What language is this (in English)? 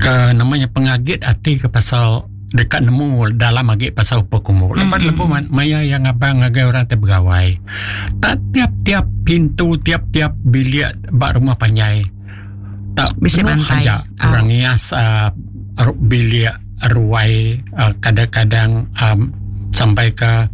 Iban